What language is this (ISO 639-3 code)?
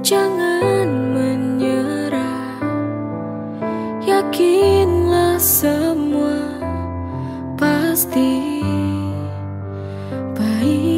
ind